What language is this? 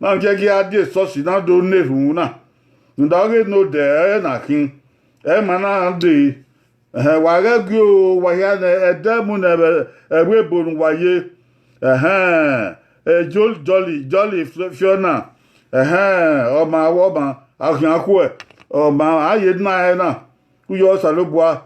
Bini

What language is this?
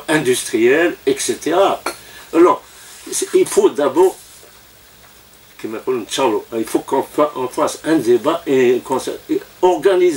French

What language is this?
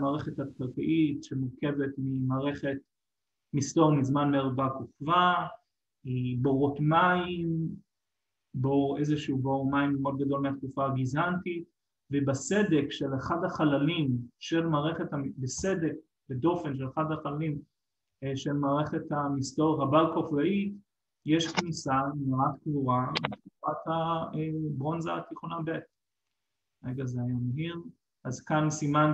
Hebrew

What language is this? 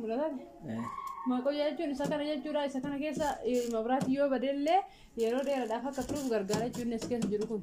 Oromo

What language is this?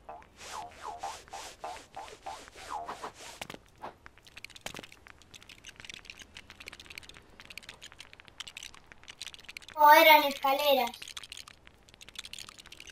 Spanish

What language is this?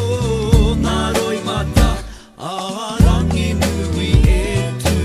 Māori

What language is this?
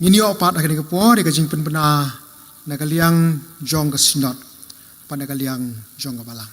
Khasi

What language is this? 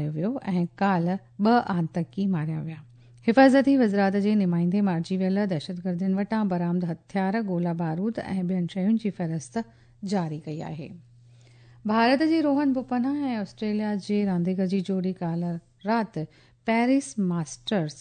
Sindhi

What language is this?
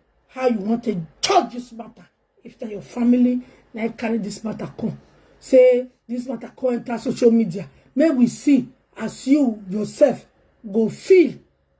Nigerian Pidgin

